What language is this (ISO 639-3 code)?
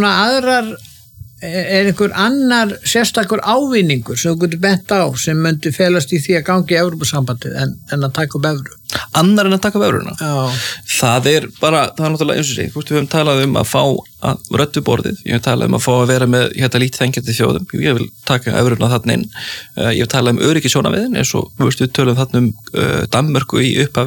isl